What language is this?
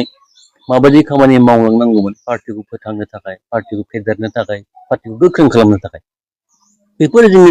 Bodo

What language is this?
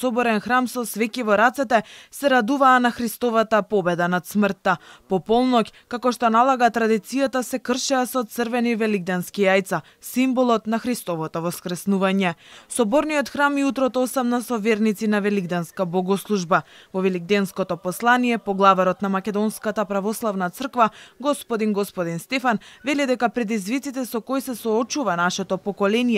Macedonian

